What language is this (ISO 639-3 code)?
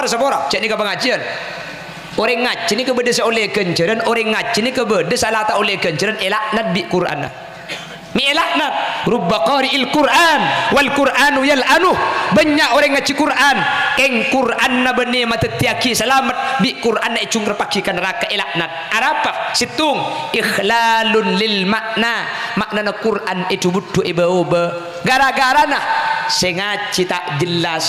mad